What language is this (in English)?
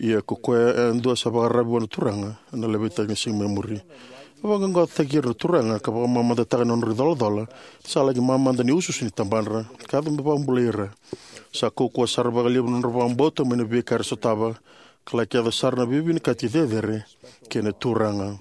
Fijian